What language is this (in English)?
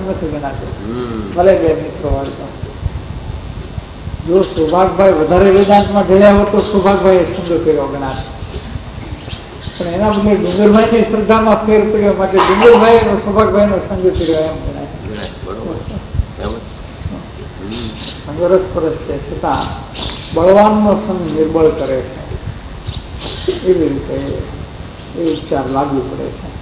Gujarati